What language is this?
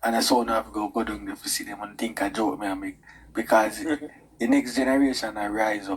Jamaican Creole English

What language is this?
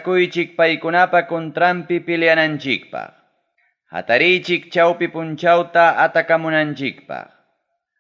Ayacucho Quechua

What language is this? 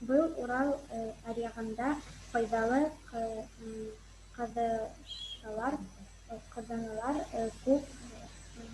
Bashkir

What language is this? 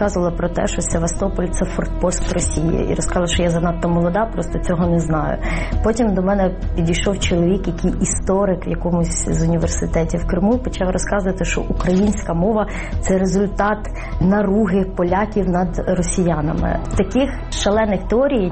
Ukrainian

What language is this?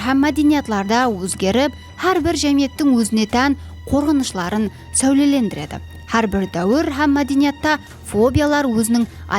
Kara-Kalpak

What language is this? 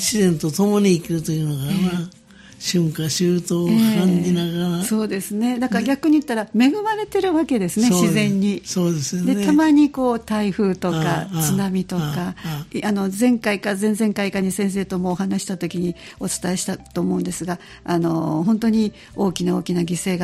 Japanese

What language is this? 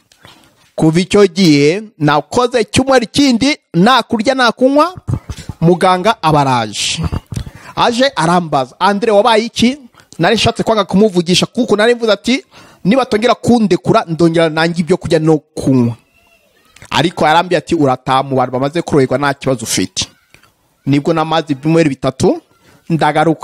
Kinyarwanda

